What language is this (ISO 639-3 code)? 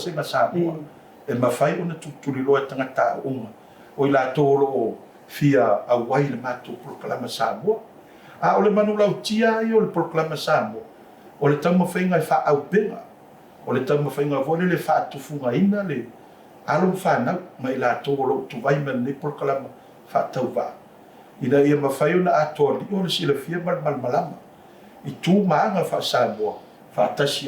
smo